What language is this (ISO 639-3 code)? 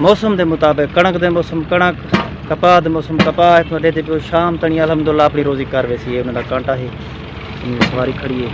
skr